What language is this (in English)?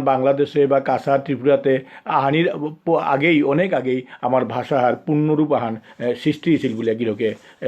Bishnupriya